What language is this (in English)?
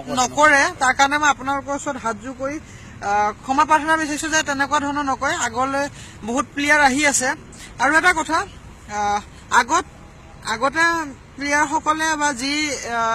Assamese